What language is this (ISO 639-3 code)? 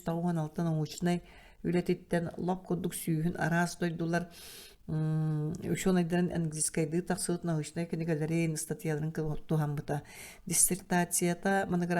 sah